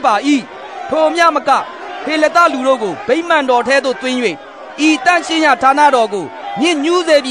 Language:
Burmese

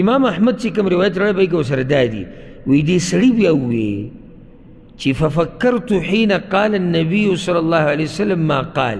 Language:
Pashto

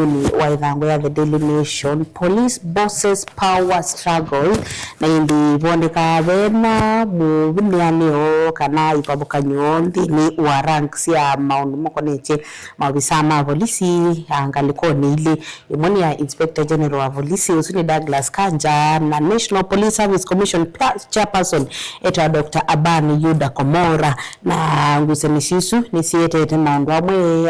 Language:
Kamba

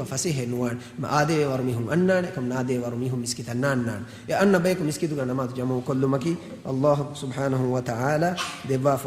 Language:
Divehi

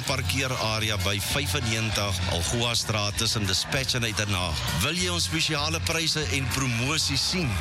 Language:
Afrikaans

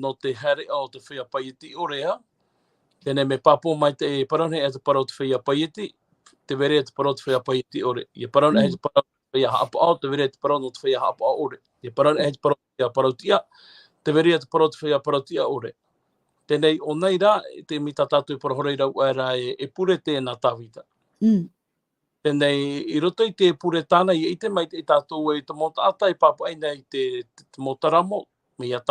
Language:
Tahitian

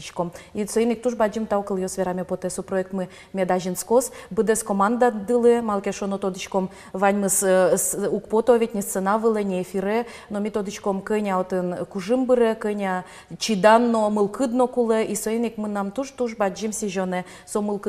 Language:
Udmurt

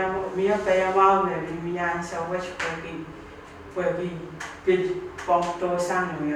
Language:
Pohnpeian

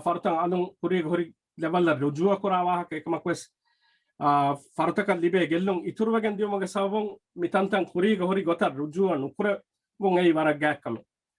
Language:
Divehi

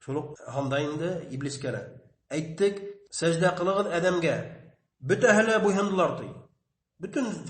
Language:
Bashkir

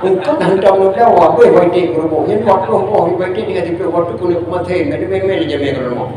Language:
Achinese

